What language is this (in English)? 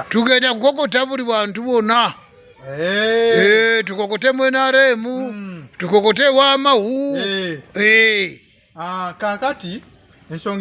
Ganda